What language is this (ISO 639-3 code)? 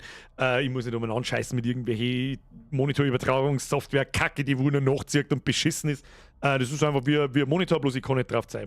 bar